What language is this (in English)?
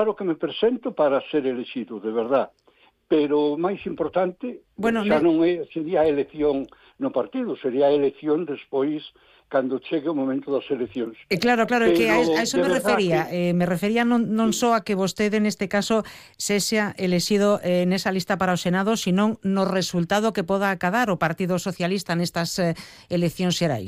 Galician